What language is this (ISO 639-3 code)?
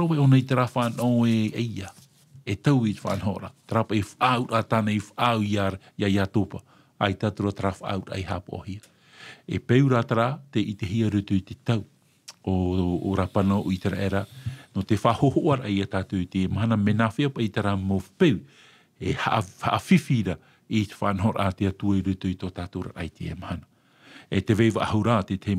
tah